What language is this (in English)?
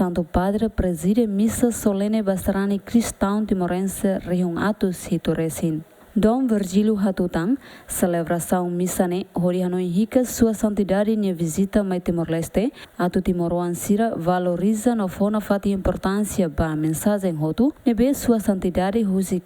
Tetum